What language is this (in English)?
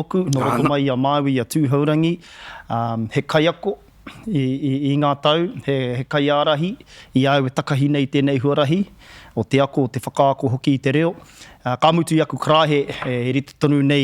Māori